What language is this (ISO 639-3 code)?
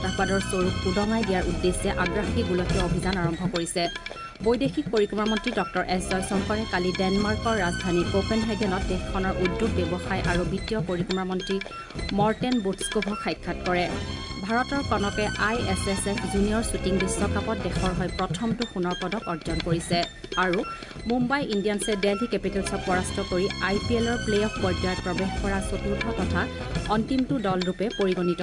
asm